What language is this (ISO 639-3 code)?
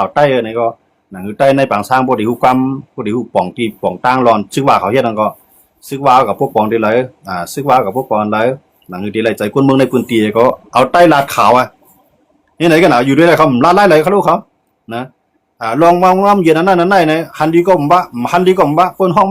shn